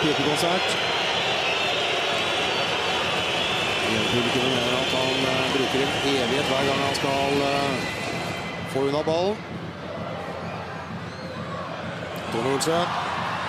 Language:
Norwegian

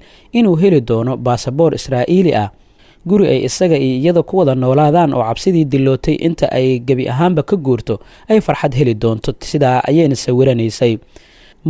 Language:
Somali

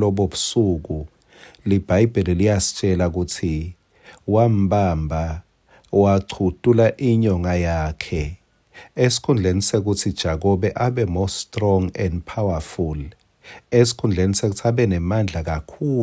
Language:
Swati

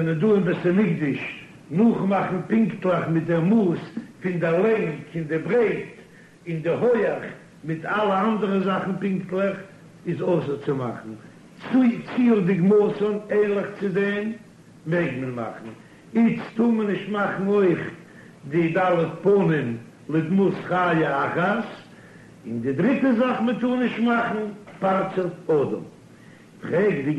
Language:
Yiddish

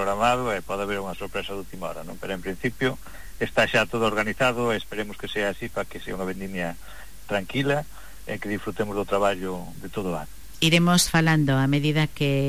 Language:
Galician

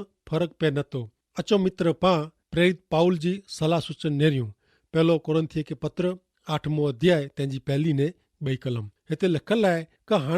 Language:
Kachhi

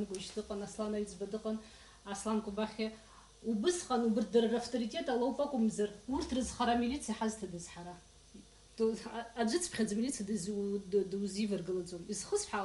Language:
Abkhazian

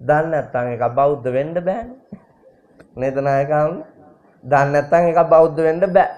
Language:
Sinhala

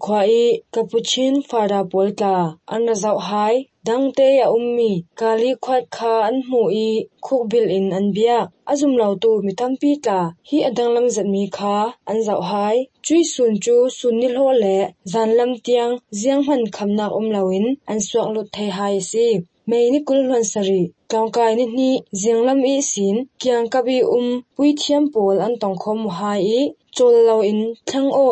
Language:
Hakha Chin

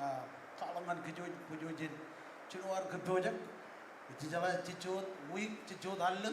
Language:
Marshallese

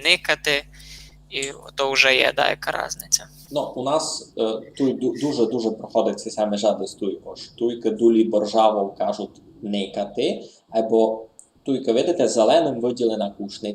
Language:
Rusyn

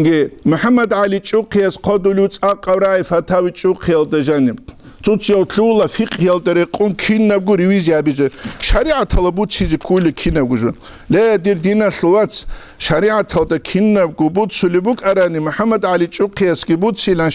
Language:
Avaric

